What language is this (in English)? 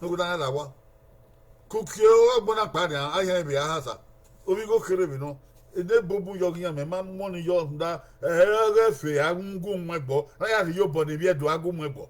Bini